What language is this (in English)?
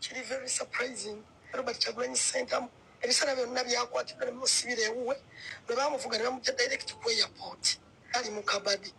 Ganda